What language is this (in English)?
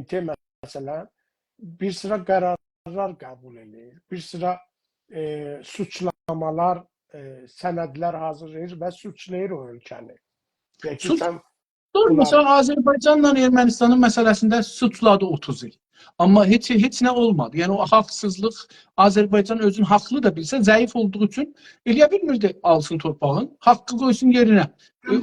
South Azerbaijani